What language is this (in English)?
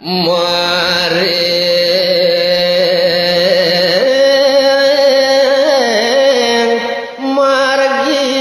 Balinese